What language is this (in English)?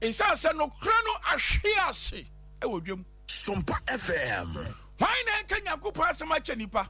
Akan